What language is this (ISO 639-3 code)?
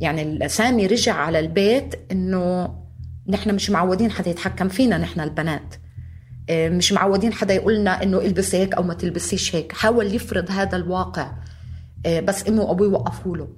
apc